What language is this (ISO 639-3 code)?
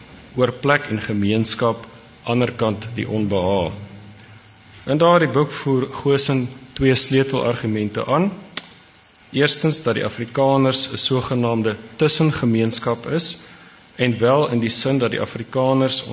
afr